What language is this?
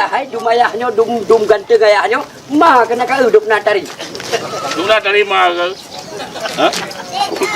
Achinese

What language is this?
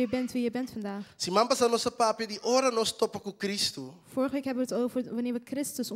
Papiamento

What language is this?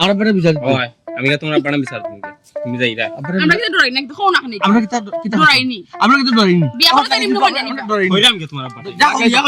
Sylheti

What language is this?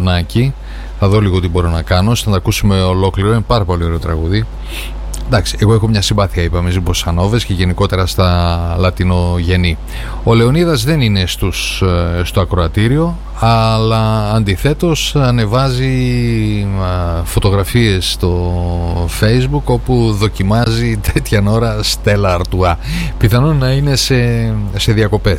Greek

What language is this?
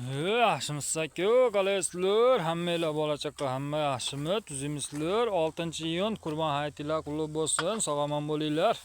Uzbek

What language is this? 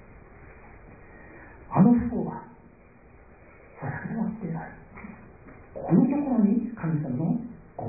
Japanese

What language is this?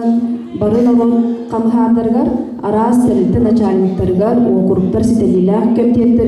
Yakut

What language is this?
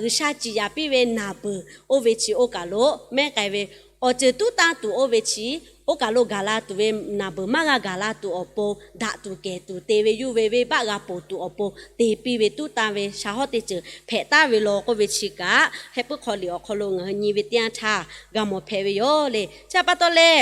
Lahu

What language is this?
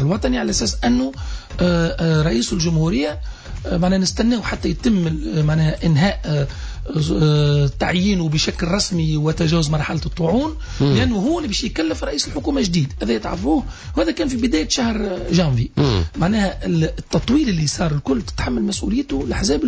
Tunisian Arabic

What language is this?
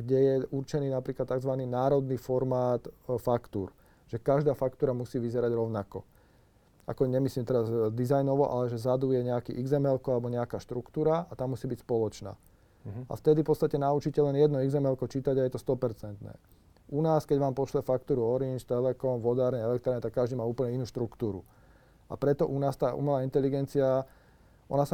Slovak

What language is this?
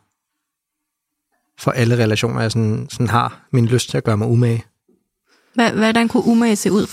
Danish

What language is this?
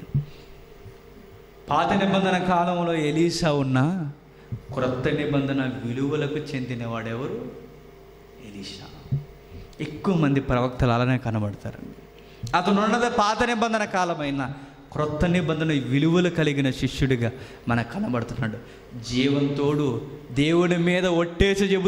Telugu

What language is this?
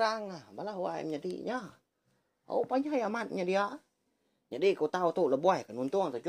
Iban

